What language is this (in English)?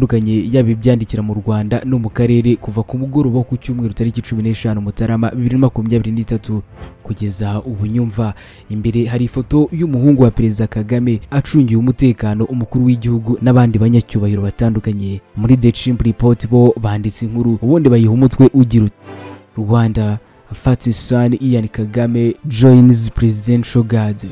Kinyarwanda